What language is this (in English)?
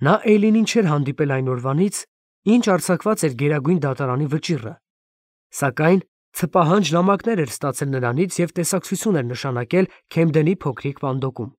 Armenian